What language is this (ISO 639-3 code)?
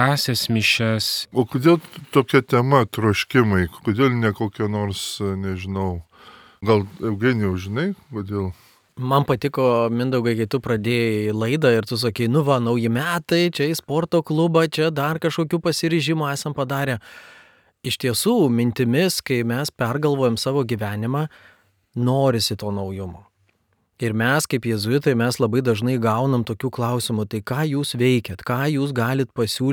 lit